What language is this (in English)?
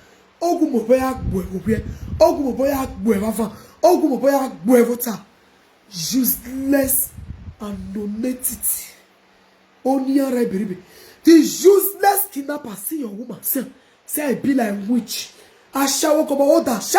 Nigerian Pidgin